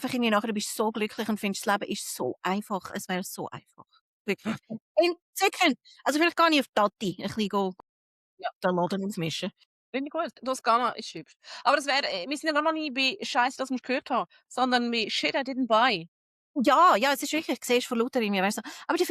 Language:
Swiss German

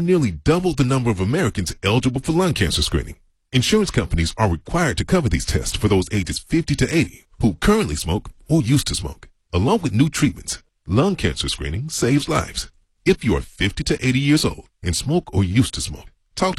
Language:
English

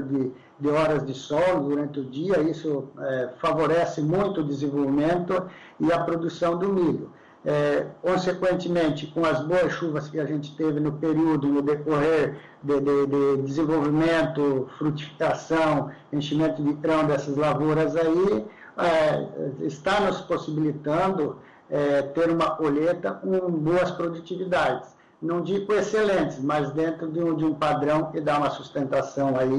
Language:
Portuguese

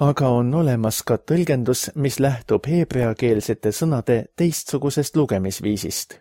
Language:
Estonian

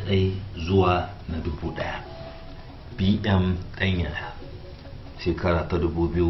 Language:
Hausa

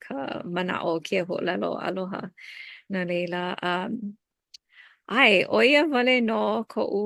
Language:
Hawaiian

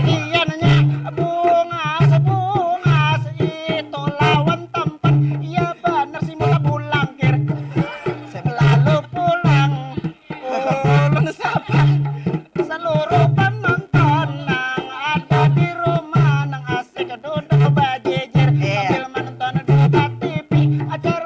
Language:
Banjar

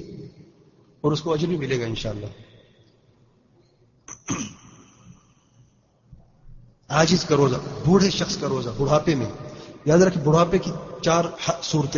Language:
Urdu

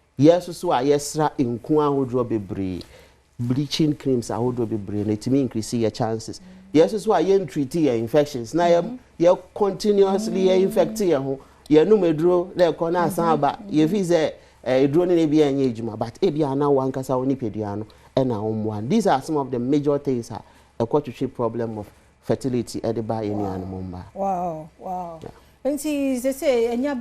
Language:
Akan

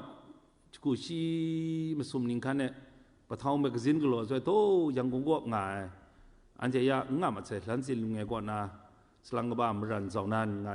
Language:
Kachin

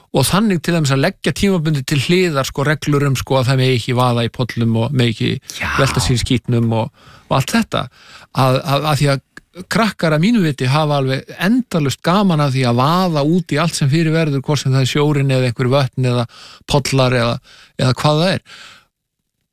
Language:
Icelandic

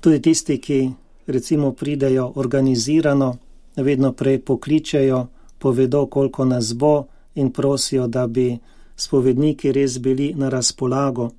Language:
Slovenian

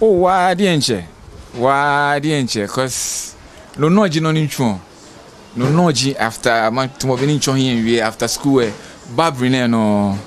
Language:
Ga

